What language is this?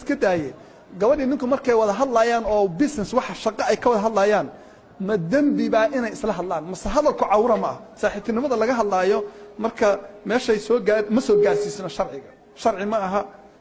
Somali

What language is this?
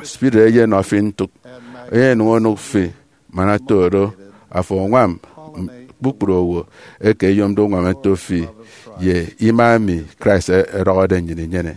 Efik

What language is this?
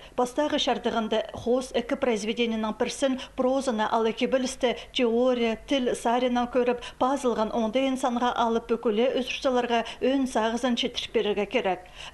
Khakas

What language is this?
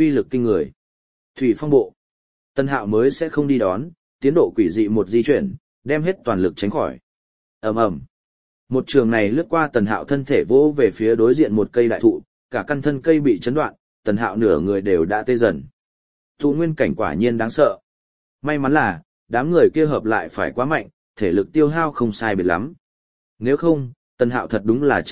Vietnamese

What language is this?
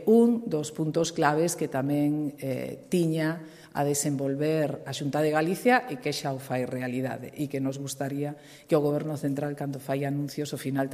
Galician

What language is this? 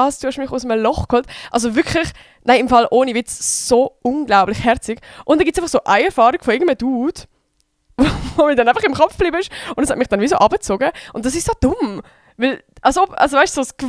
Swiss German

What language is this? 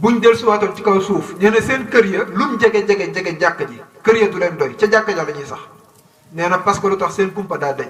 Wolof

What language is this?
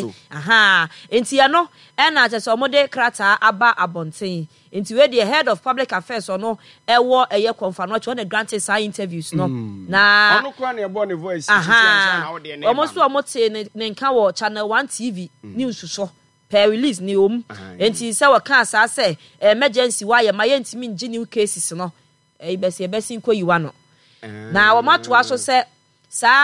Akan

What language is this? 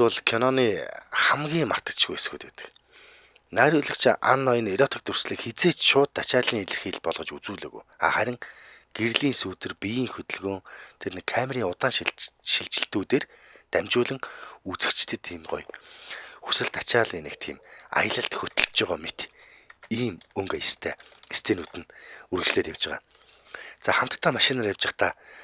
Mongolian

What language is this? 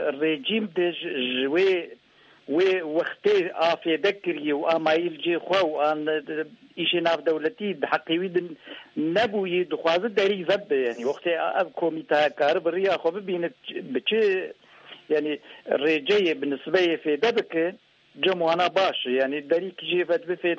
Kurdish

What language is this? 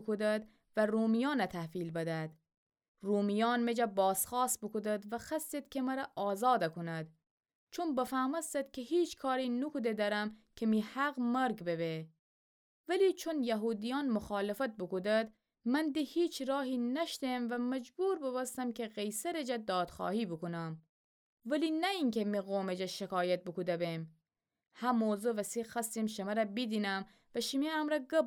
Gilaki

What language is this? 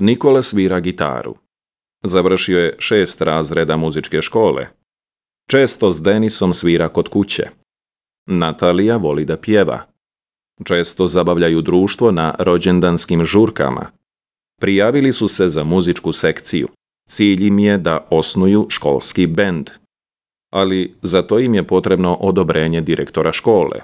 Serbian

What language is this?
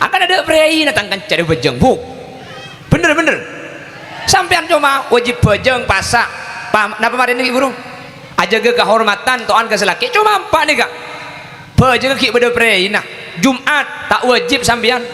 Madurese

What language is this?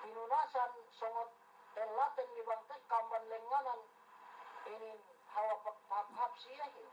Yakan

